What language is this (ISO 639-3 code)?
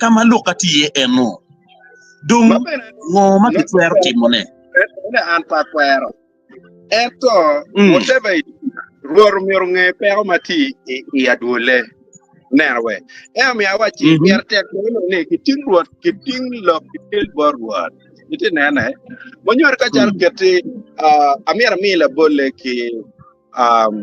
ach